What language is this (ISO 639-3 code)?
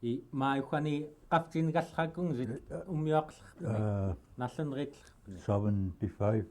esu